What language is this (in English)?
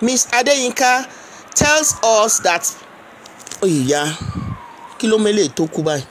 Yoruba